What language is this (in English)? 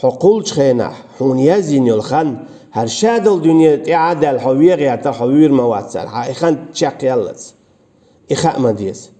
Chechen